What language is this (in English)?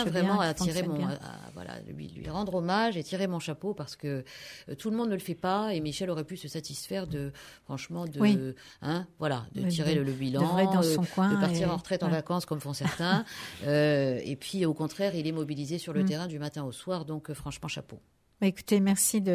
French